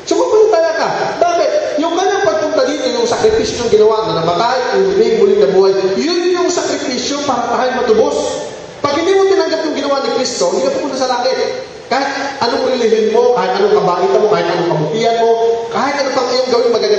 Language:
Filipino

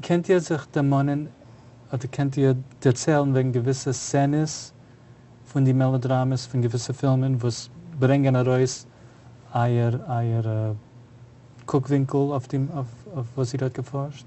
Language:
Yiddish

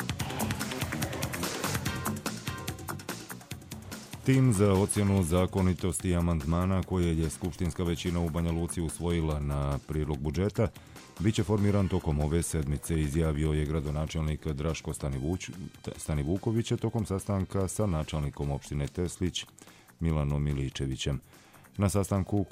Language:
Bosnian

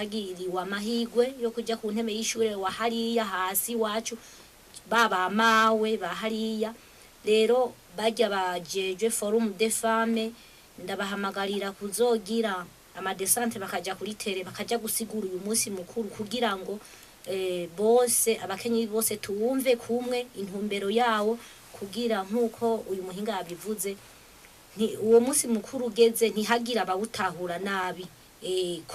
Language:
Rundi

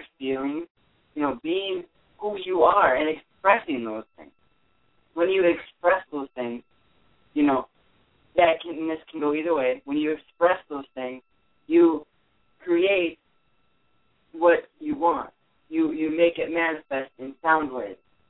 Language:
English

